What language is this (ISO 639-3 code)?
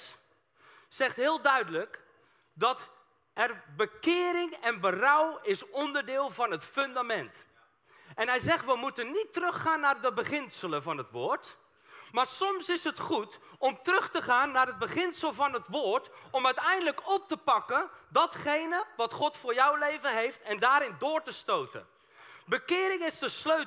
nld